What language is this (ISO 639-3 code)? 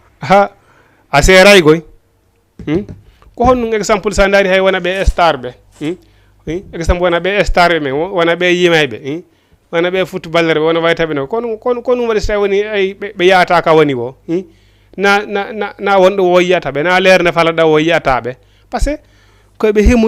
ful